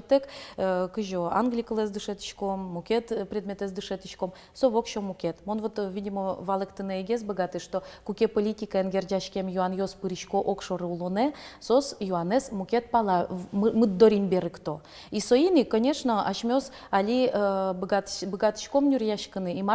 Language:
Udmurt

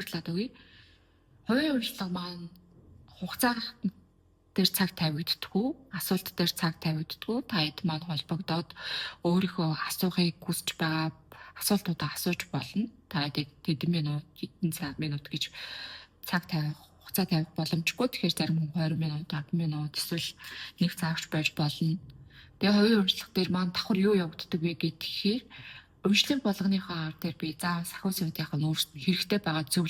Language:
Mongolian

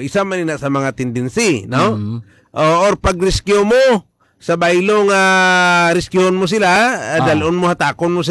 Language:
Hiligaynon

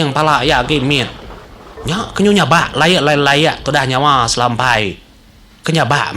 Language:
Iban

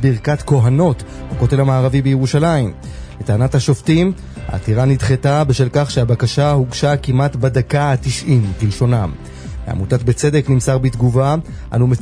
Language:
Hebrew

